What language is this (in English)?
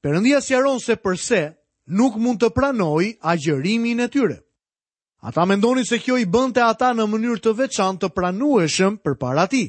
Albanian